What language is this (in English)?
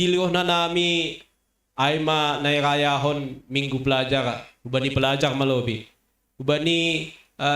Batak Simalungun